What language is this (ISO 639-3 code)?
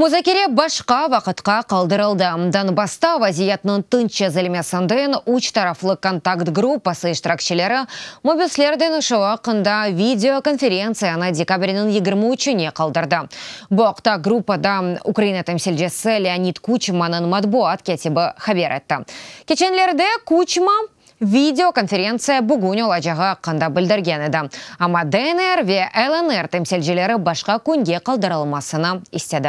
crh